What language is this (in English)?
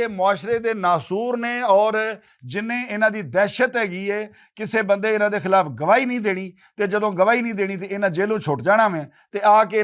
Western Panjabi